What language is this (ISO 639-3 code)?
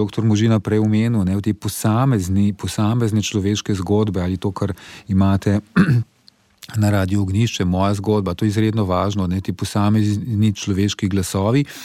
slv